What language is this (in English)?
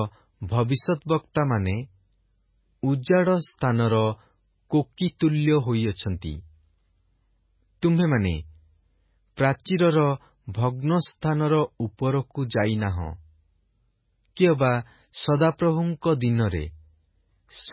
Odia